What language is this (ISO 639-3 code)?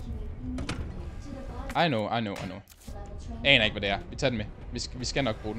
dan